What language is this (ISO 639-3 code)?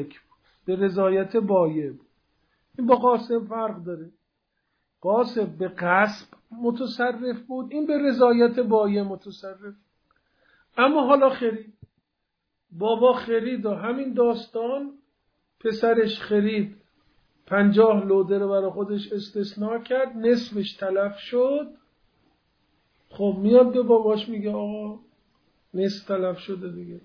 fas